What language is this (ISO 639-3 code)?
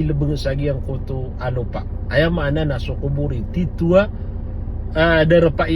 mrw